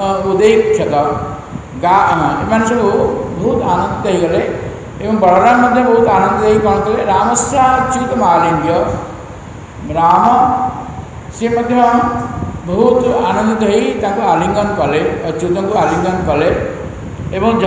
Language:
Odia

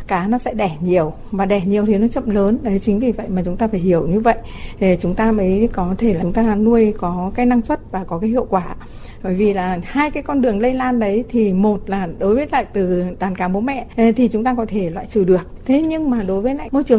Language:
Vietnamese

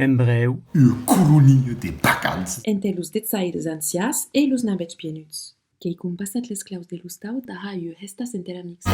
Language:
Occitan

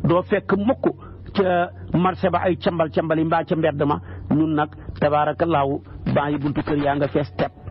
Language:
Wolof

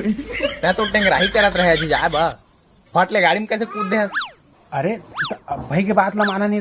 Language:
Chhattisgarhi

